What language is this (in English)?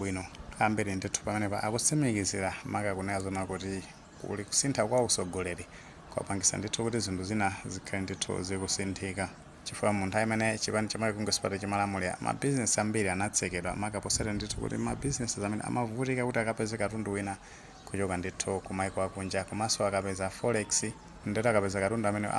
Nyanja